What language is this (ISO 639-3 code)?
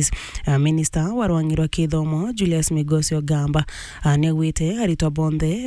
mer